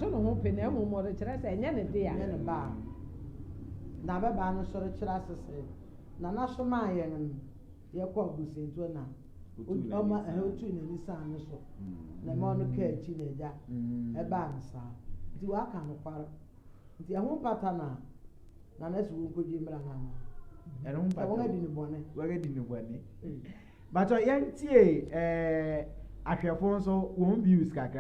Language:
Akan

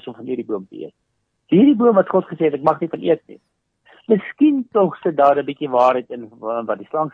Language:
Afrikaans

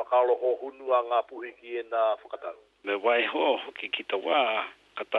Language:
Māori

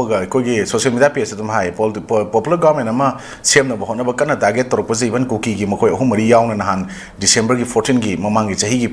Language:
Manipuri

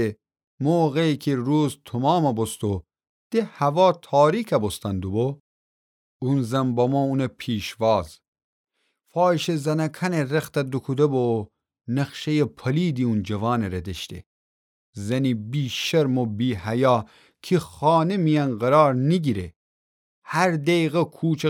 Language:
Gilaki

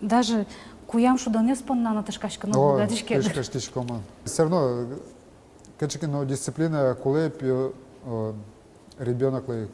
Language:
Udmurt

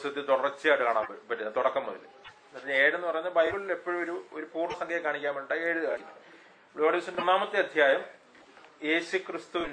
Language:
Malayalam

